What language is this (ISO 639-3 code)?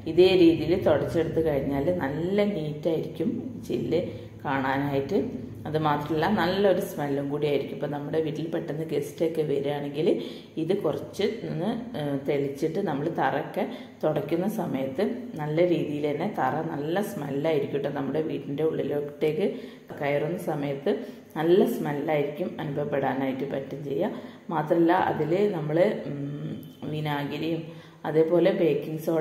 mal